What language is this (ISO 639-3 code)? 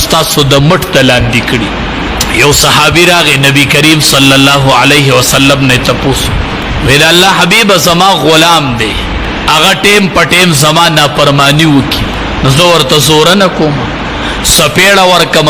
pus